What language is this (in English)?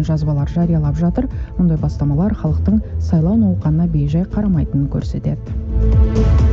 Kazakh